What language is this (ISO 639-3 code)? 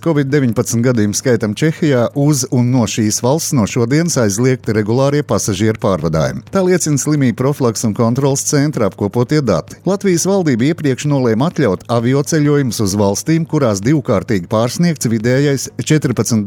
lav